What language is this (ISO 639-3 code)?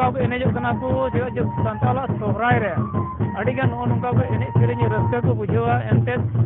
sat